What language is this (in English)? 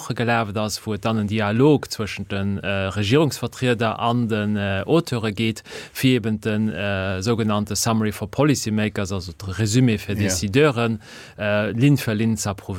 Luxembourgish